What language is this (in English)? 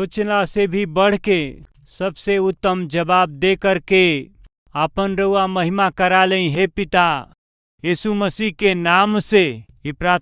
Bhojpuri